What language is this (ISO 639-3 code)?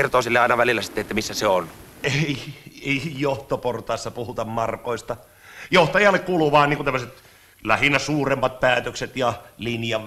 fin